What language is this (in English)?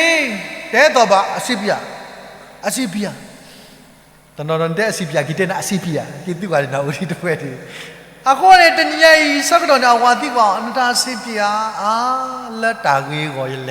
S'gaw Karen